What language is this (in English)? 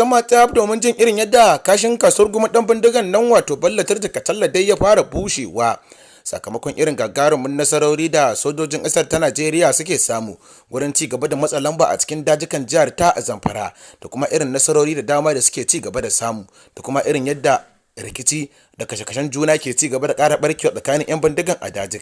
Hausa